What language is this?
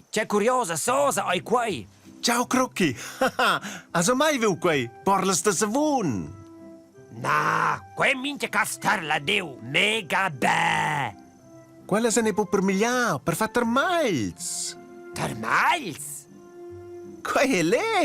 Romansh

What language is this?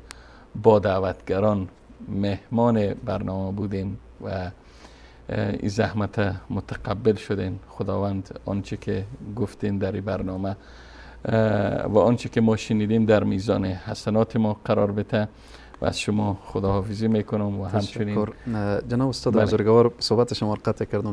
Persian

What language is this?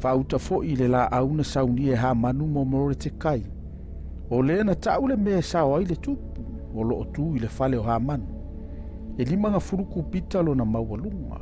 Samoan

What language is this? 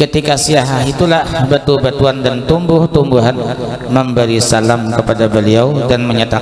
Banjar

